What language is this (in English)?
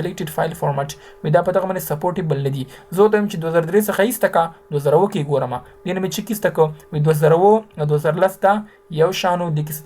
Pashto